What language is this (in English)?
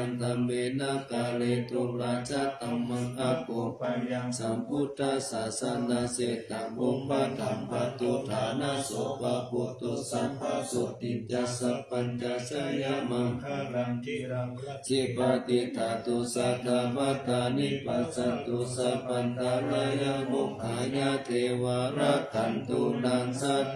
Pali